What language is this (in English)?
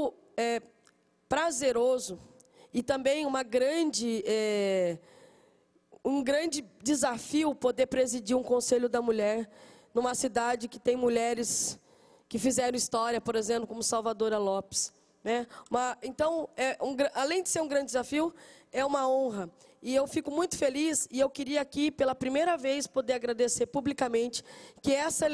Portuguese